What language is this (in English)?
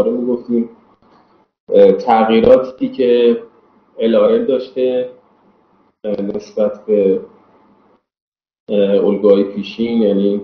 Persian